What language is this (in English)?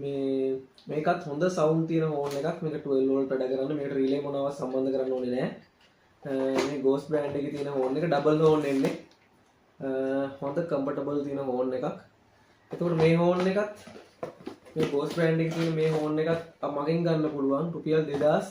Sinhala